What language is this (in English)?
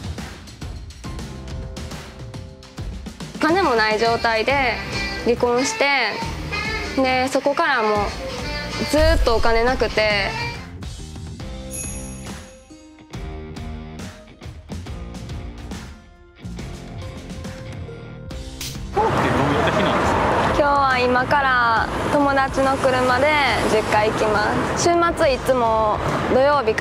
Japanese